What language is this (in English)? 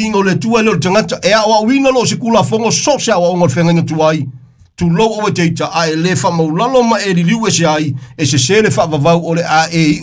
Samoan